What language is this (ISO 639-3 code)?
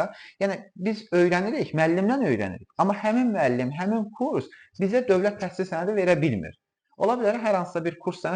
aze